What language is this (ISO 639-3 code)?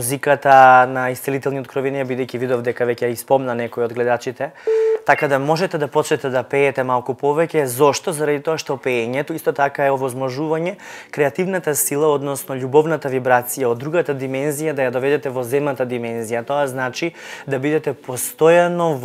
mkd